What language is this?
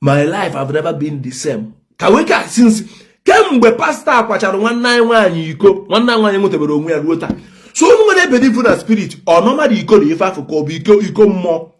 Igbo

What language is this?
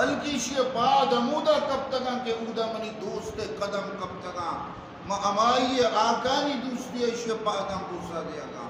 Eastern Balochi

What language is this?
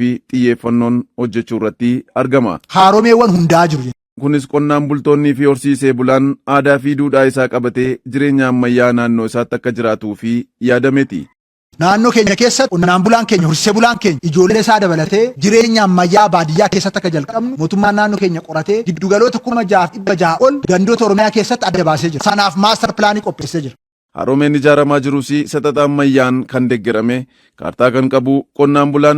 Oromo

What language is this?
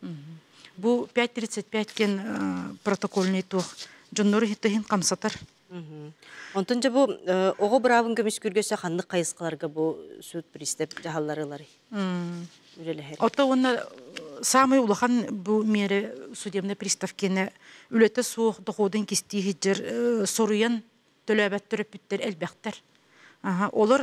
Yakut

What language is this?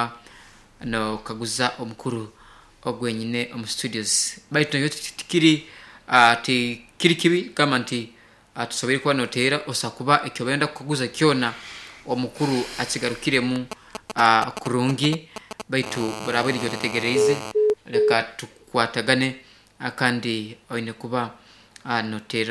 Nyoro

